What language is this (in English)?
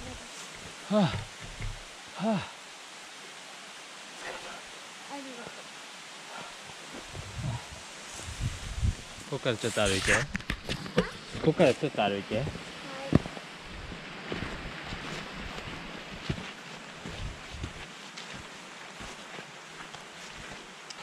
Japanese